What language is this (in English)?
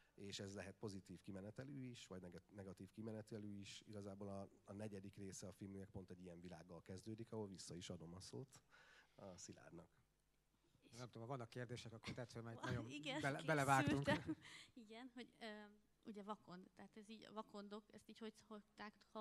Hungarian